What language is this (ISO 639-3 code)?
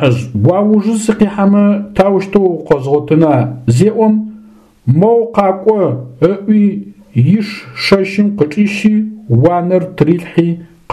ady